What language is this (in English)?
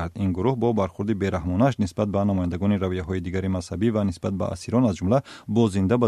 Tajik